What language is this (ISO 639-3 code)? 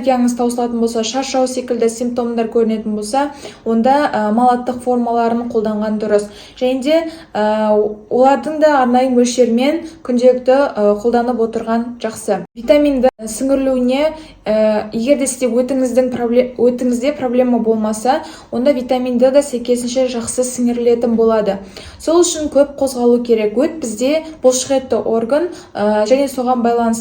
kaz